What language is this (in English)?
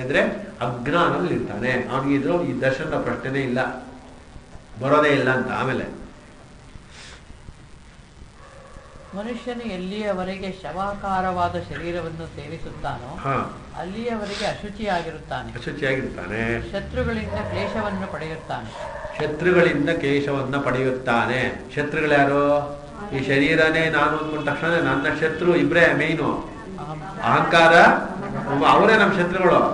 Kannada